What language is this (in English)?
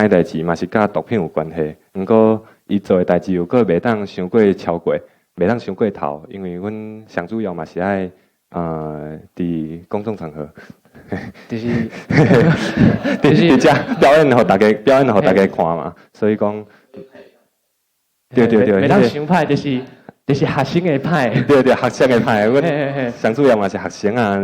Min Nan Chinese